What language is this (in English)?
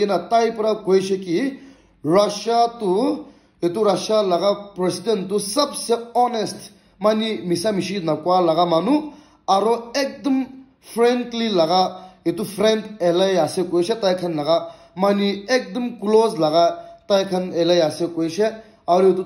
Naga Pidgin